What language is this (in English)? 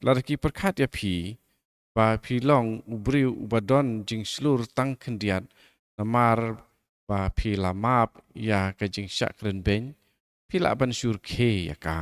Khasi